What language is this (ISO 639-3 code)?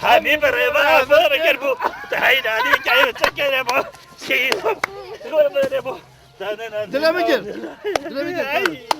kur